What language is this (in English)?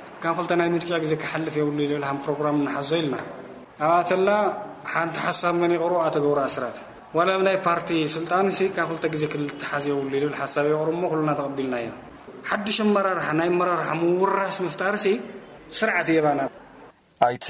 Tigrinya